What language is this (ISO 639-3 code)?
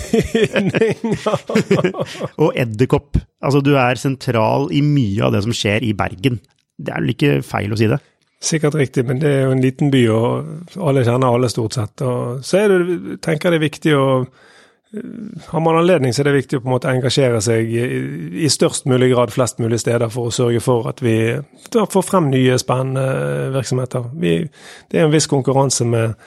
nor